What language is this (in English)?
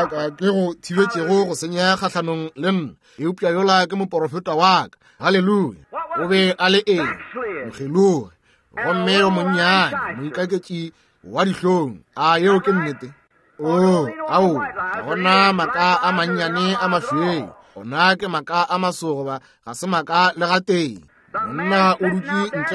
Northern Sotho